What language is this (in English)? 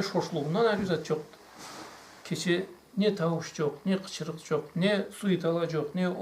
Karachay-Balkar